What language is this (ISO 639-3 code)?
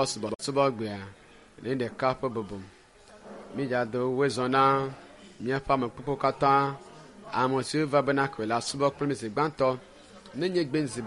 ewe